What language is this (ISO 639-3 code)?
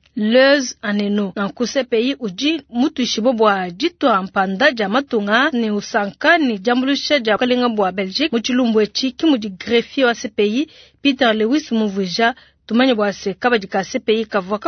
lua